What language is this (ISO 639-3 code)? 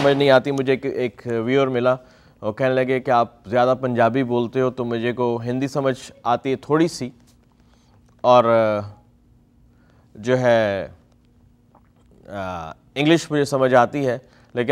urd